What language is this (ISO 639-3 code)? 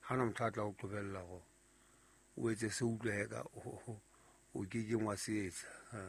sot